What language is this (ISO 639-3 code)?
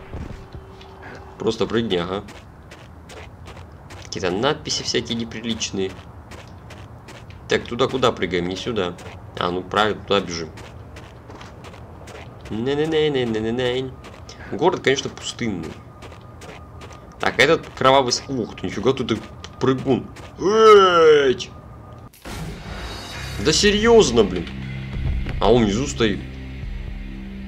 rus